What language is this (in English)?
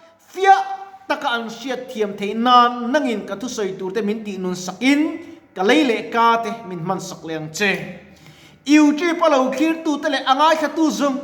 Mizo